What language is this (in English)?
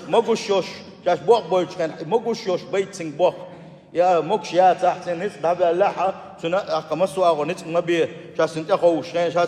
Chechen